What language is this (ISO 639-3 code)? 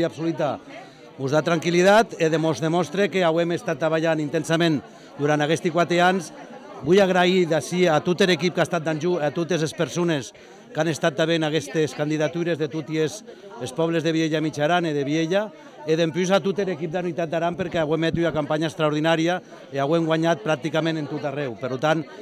cat